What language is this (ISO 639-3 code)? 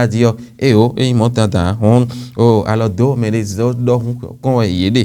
fon